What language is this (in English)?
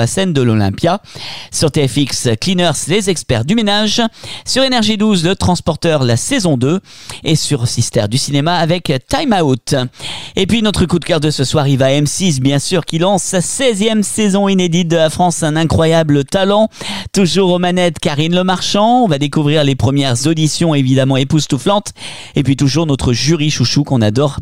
French